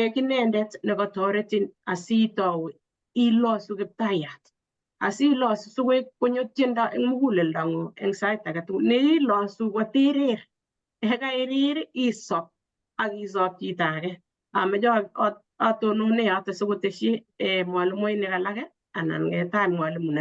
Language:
Kalenjin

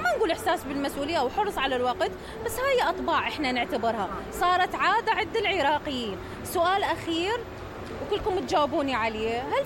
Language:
Mesopotamian Arabic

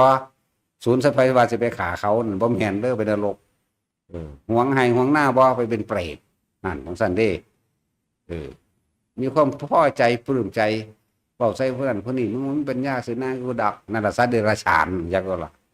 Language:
Northeastern Thai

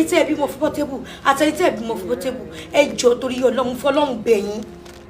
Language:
Yoruba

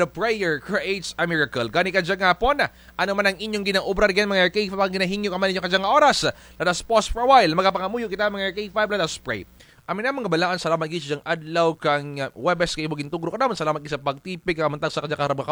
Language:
Kinaray-a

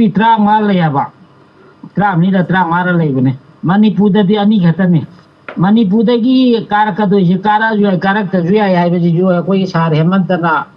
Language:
Manipuri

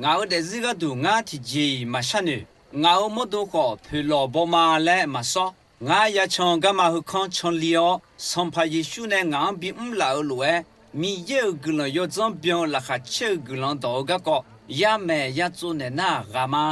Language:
Akha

